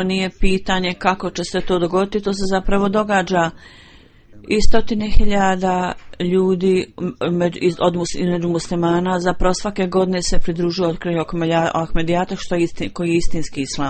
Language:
Bosnian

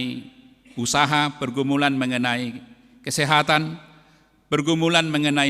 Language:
Batak Simalungun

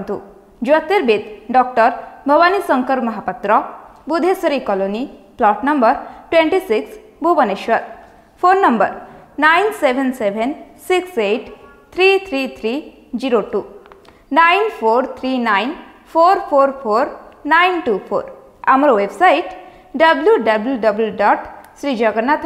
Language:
Odia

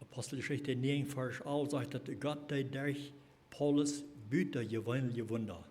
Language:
Plautdietsch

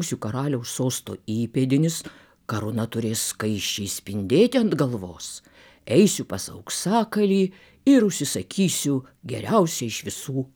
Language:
Lithuanian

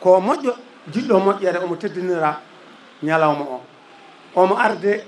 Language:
Fula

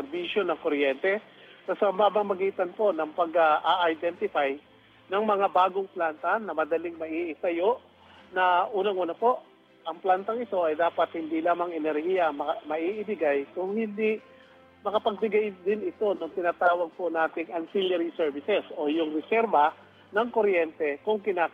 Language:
Filipino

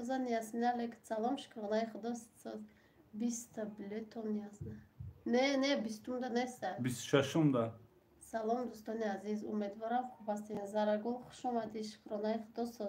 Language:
Tajik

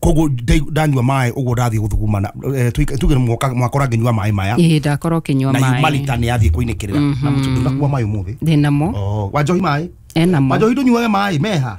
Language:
Kikuyu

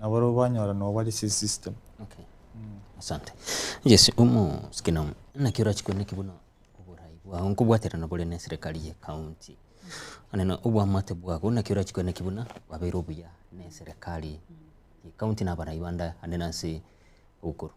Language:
Gusii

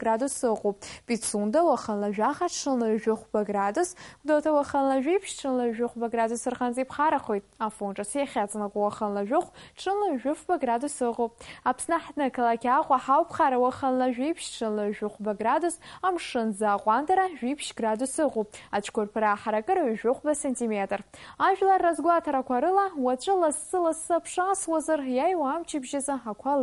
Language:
Abkhazian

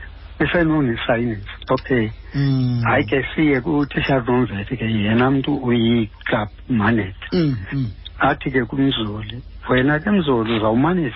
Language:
Xhosa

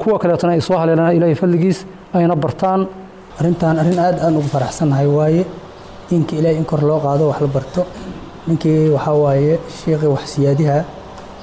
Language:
Somali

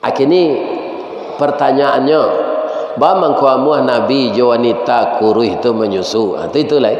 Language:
Minangkabau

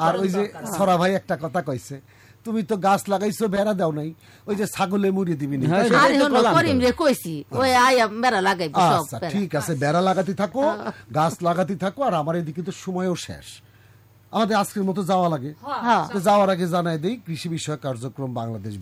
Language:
Bangla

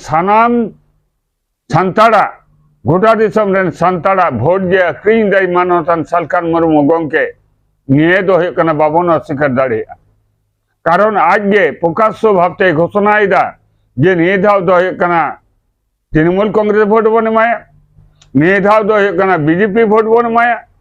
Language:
Santali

